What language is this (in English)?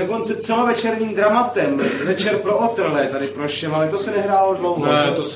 Czech